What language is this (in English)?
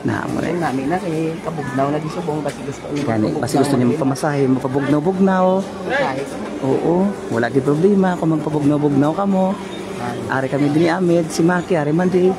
Hiligaynon